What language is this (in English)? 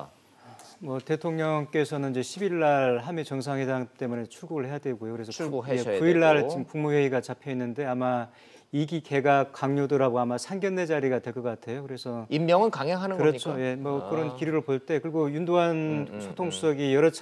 Korean